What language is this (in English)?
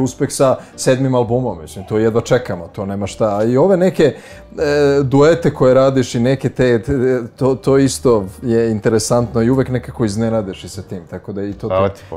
Serbian